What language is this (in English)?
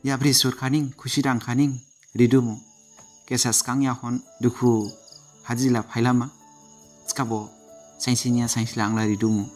Dimasa